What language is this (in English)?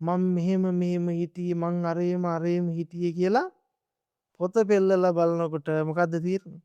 Sinhala